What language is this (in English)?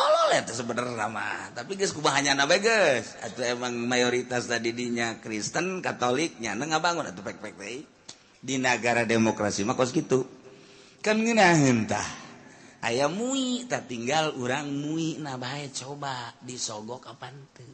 Sundanese